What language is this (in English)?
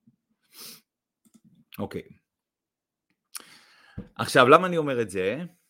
Hebrew